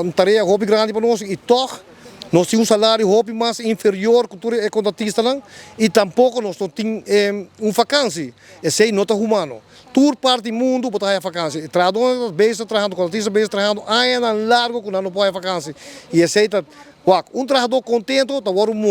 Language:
Papiamento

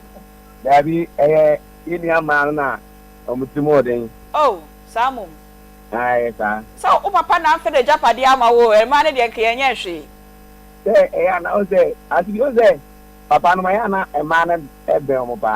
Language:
Akan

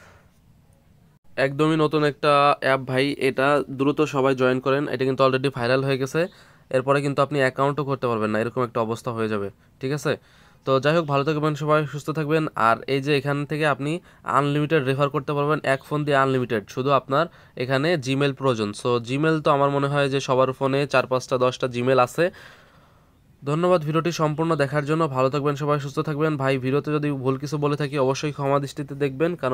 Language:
Bangla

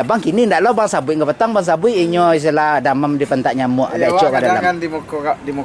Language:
Minangkabau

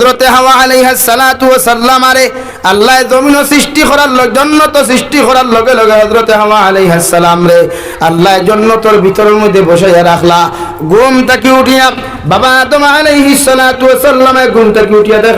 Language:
Sylheti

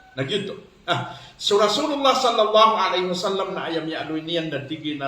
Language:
Maranao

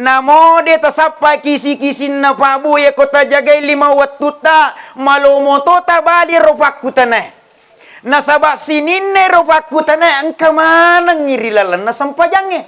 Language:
Buginese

